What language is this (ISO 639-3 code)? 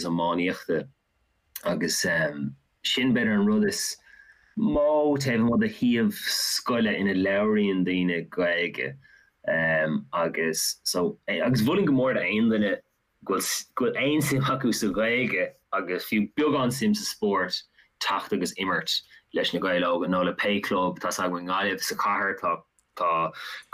gle